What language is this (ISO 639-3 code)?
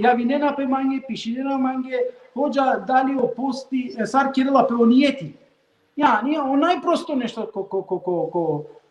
rmn